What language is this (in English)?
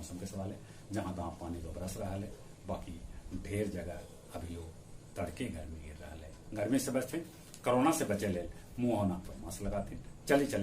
Magahi